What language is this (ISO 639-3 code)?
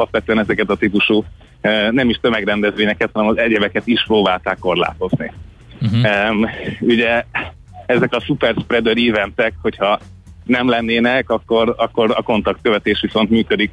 hun